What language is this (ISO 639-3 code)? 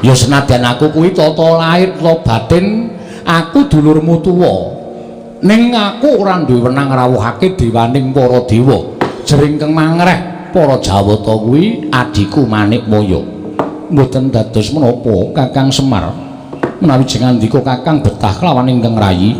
jav